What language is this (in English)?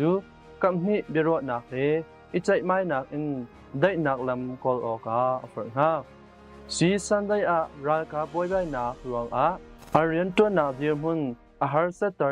Hakha Chin